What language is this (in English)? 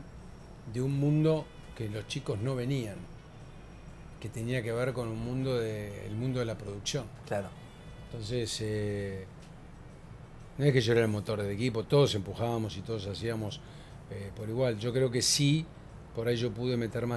Spanish